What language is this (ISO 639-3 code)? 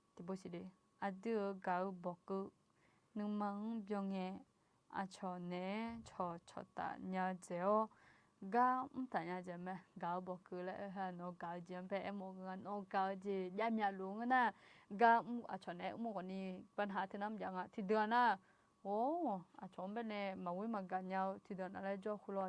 ahk